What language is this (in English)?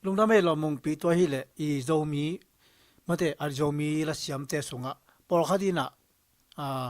Tedim Chin